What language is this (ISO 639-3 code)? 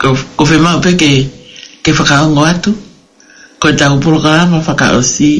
ton